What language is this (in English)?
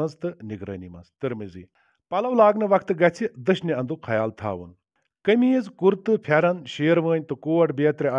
Kashmiri